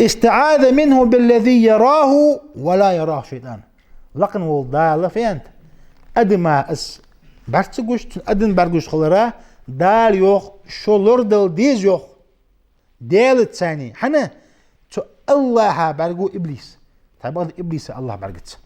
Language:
Ingush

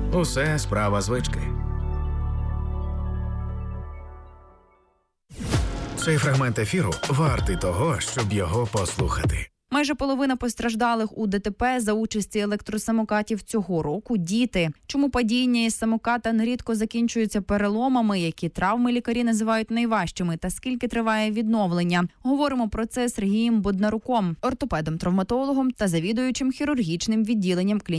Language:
Ukrainian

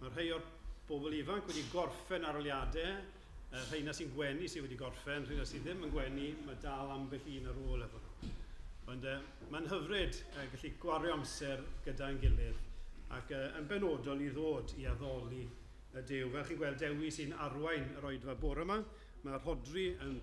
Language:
Welsh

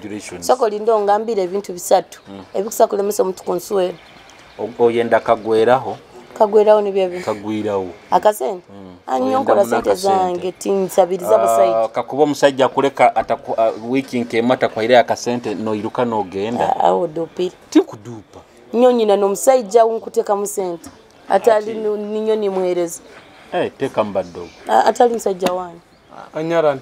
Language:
Nyoro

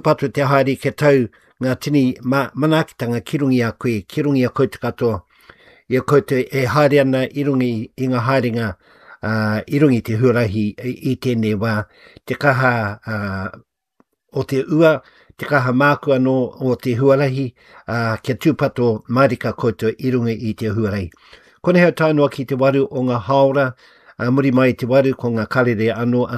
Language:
Māori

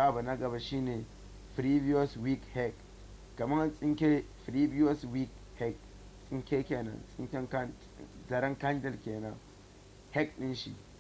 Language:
Hausa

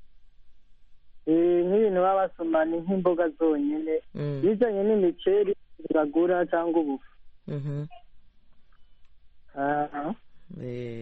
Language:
Kinyarwanda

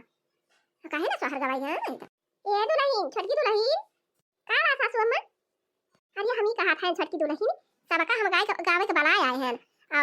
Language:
Awadhi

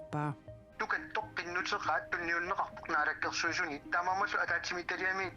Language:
Kalaallisut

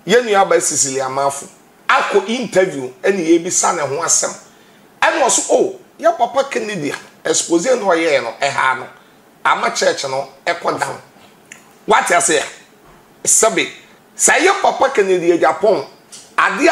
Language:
Akan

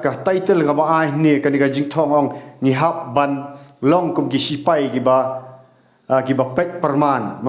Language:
Khasi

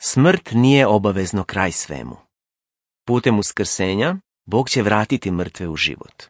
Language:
Serbian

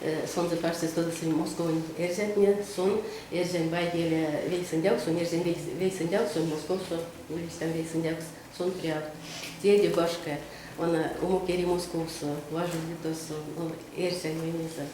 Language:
Erzya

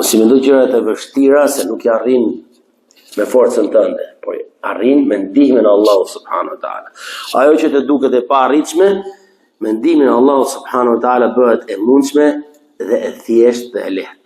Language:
Albanian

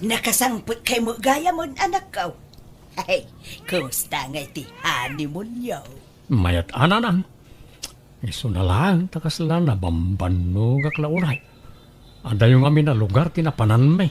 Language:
Iloko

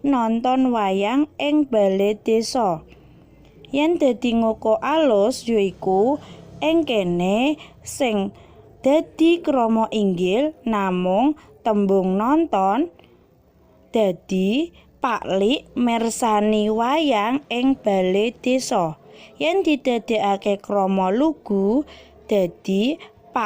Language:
Javanese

